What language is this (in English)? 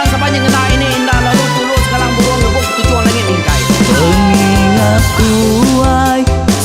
Iban